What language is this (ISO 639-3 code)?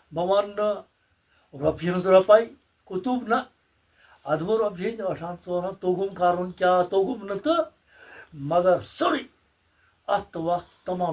kas